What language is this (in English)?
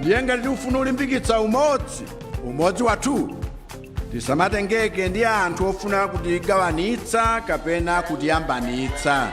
Nyanja